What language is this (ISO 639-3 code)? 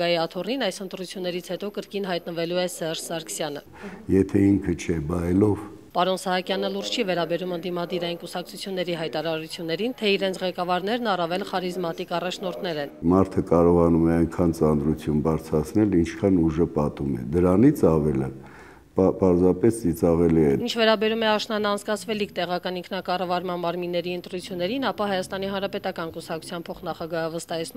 hye